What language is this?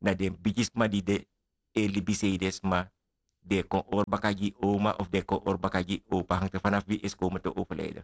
Sranan Tongo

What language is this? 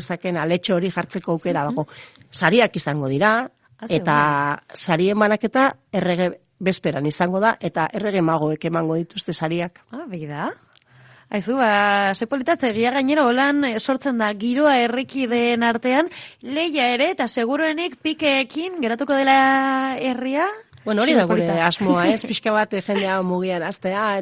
Basque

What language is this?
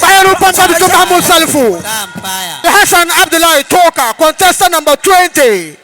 Dagbani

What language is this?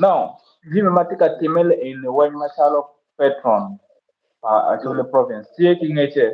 Acoli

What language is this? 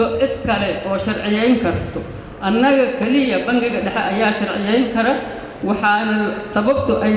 Somali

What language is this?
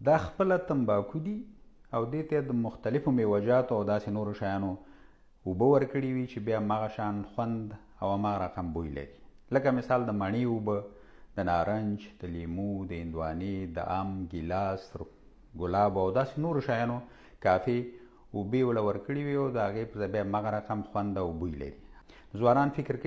Pashto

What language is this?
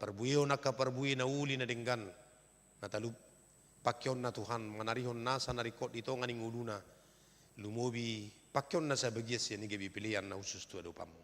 Batak Toba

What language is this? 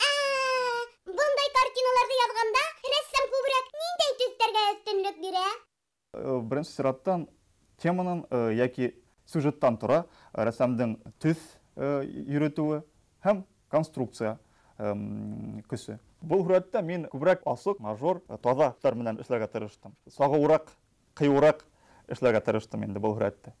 Bashkir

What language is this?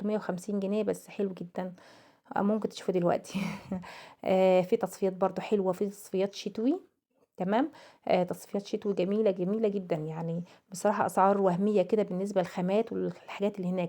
Egyptian Arabic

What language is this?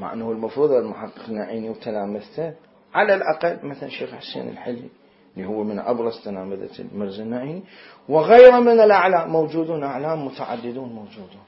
Mesopotamian Arabic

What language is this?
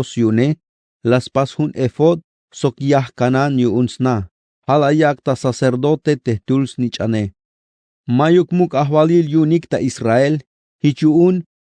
Tzeltal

